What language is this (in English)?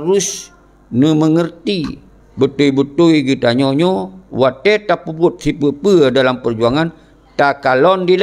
Achinese